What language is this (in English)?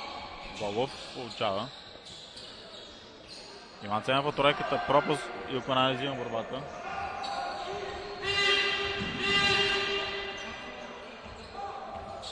Bulgarian